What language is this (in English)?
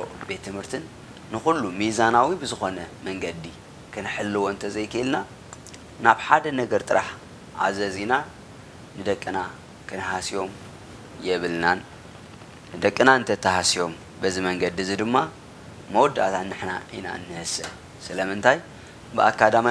Tigrinya